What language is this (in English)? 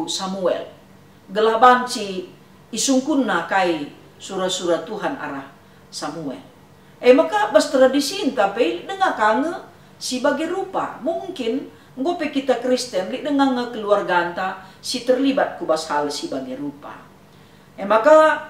Batak Karo